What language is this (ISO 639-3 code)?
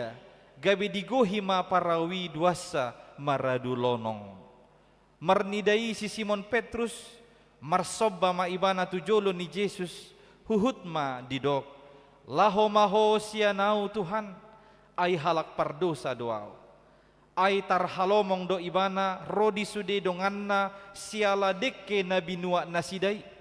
bbc